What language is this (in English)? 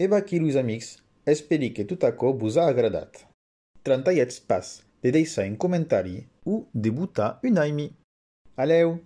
Occitan